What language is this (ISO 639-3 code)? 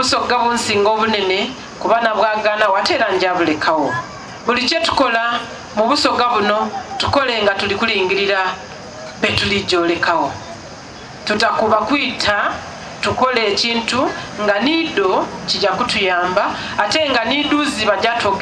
xog